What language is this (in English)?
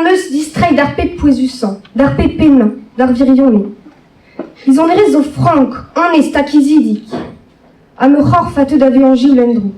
Breton